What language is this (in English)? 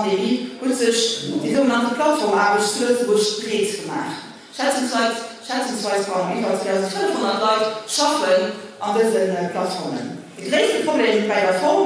Luxembourgish